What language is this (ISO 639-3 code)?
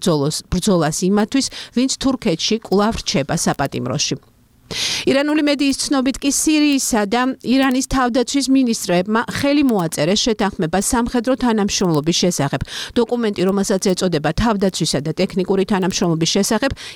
kat